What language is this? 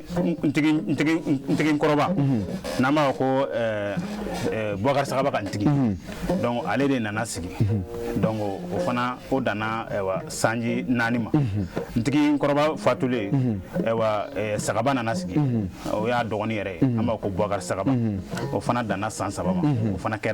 Bambara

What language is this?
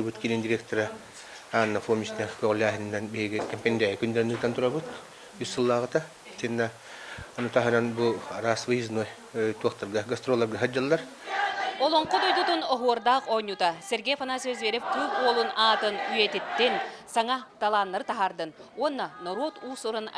Yakut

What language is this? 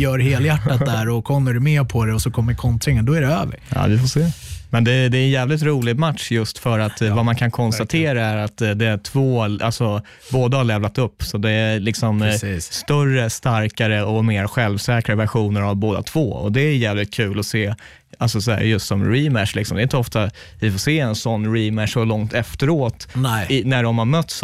Swedish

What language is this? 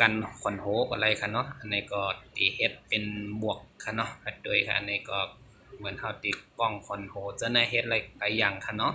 Shan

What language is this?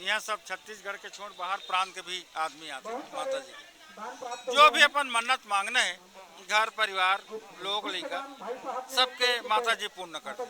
Chhattisgarhi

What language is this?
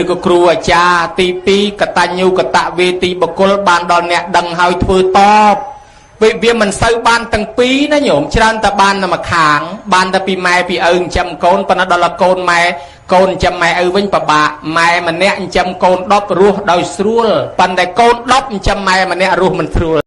Khmer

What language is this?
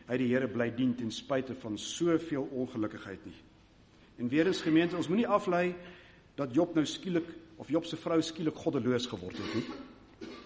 Afrikaans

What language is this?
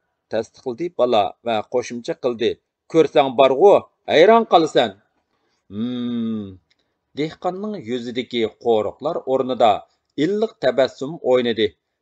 Uyghur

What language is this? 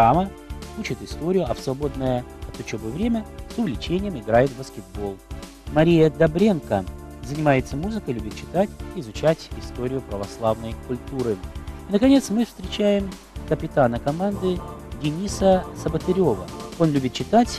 Russian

